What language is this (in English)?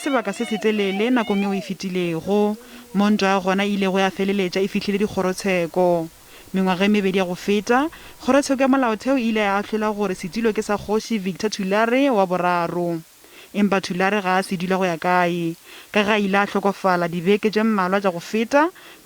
Northern Sotho